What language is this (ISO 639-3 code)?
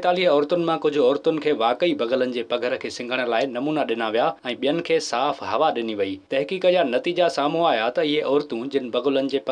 snd